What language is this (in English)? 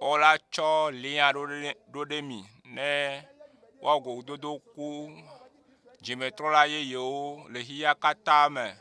Ewe